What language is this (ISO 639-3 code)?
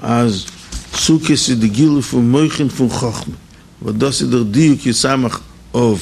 yid